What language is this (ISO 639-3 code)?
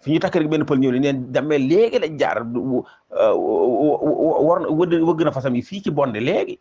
wol